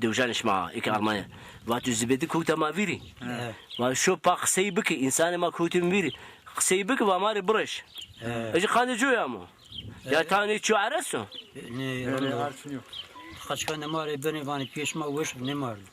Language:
Zaza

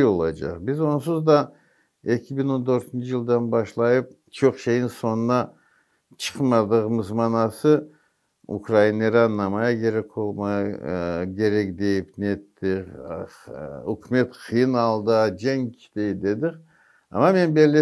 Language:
Crimean Tatar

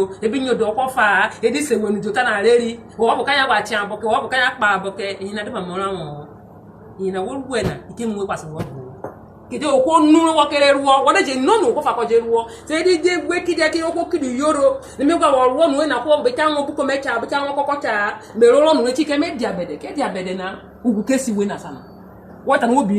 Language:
Urhobo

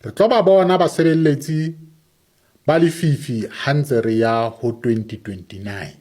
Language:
Southern Sotho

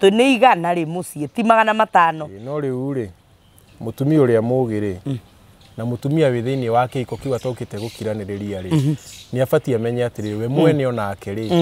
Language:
Kikuyu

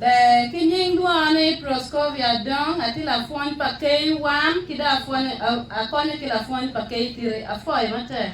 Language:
Acoli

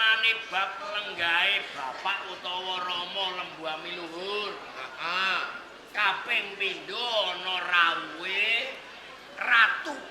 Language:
Javanese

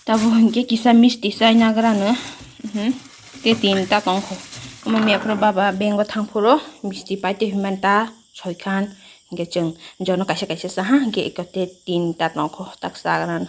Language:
Kok Borok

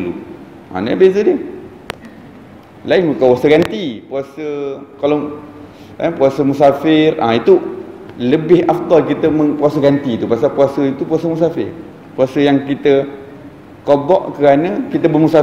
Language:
Malay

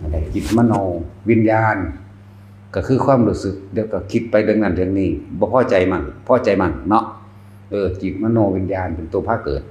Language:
Northeastern Thai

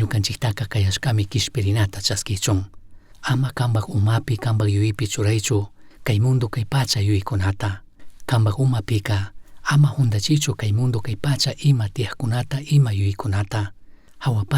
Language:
Chimborazo Highland Quichua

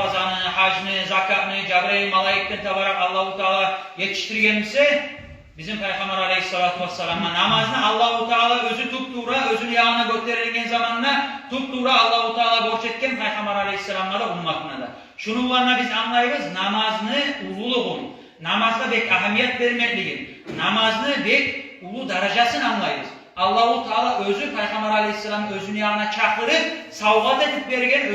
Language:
Kumyk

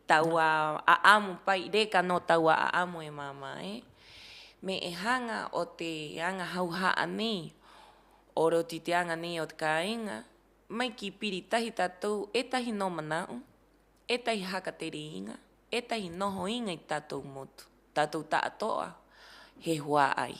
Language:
Rapanui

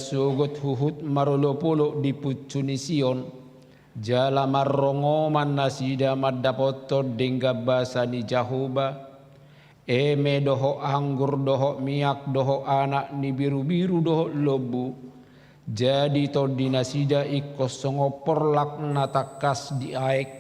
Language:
Batak Toba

